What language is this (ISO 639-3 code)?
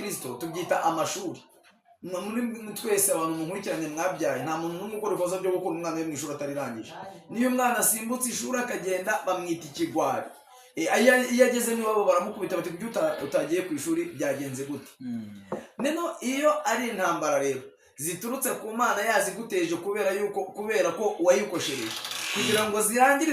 kin